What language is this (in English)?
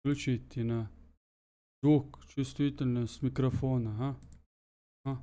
Chechen